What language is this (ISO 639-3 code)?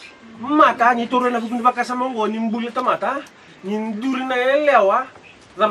fij